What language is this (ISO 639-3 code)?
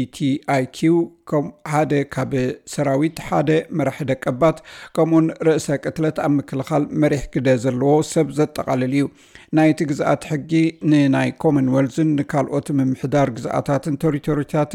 tir